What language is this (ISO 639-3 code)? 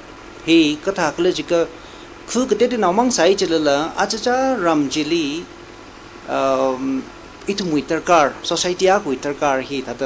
nmf